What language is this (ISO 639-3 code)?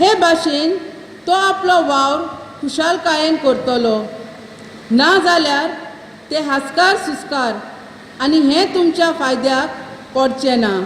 kok